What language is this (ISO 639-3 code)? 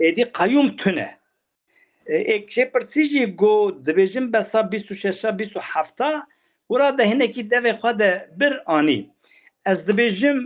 kur